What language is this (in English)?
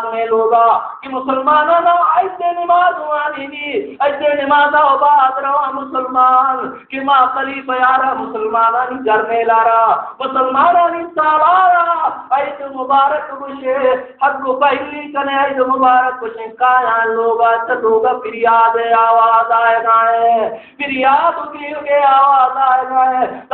Baluchi